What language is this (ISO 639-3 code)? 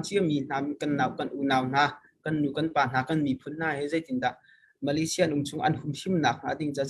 cnh